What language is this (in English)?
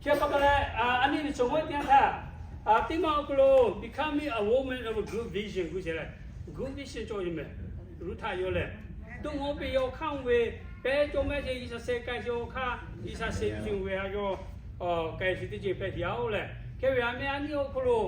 Lahu